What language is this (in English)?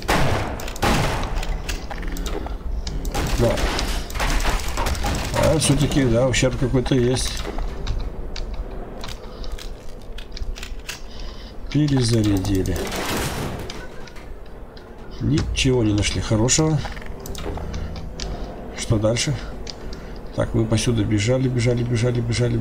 Russian